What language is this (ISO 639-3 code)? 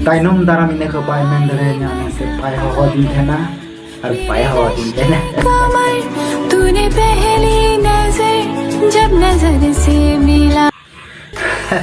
sat